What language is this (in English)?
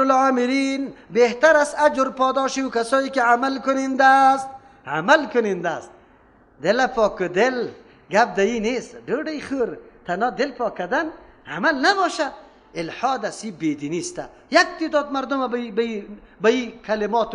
Persian